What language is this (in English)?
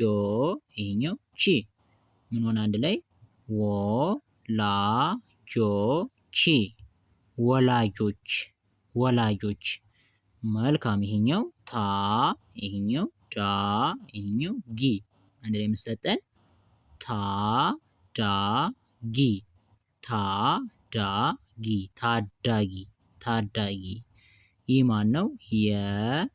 Amharic